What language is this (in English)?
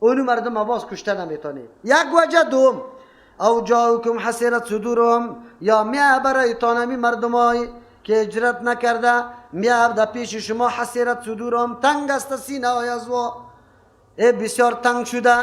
Persian